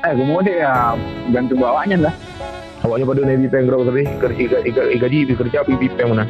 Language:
Achinese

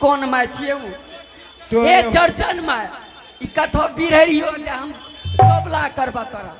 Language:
Angika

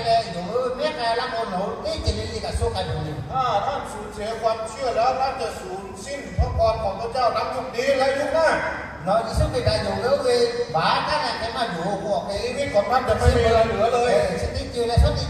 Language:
Lahu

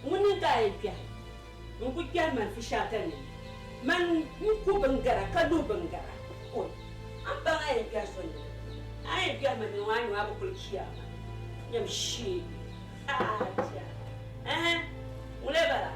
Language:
Dagbani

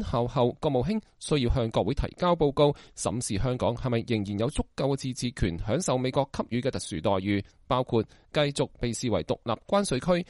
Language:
Cantonese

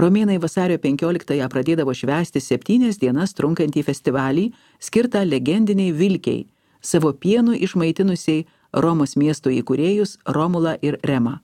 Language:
Lithuanian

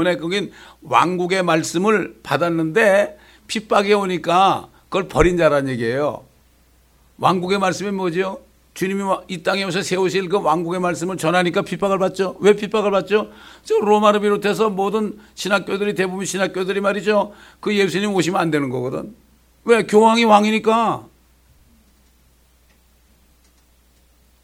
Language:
Korean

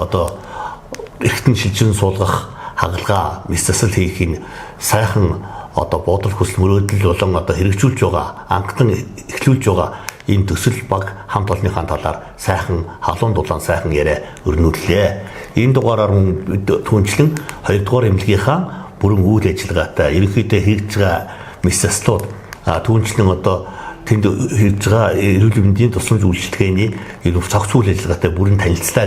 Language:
Mongolian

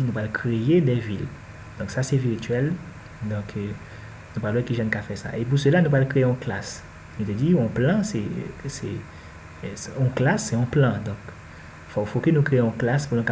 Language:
Haitian Creole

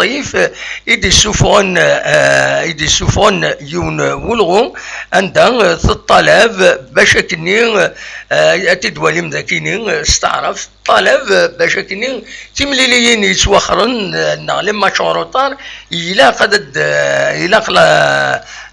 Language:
Kabyle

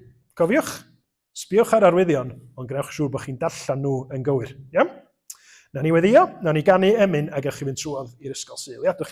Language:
Welsh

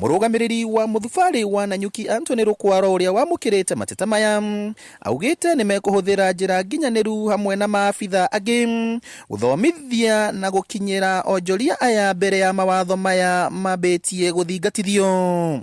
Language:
Kikuyu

